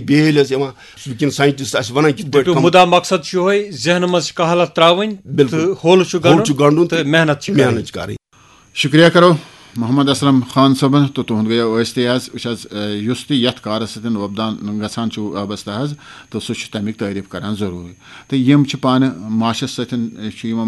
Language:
Kashmiri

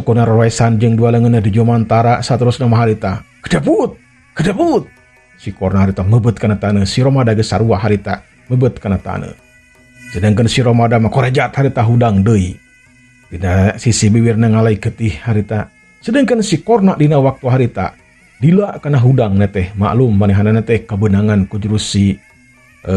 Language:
Sundanese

